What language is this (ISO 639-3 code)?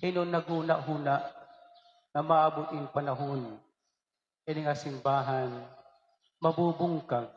war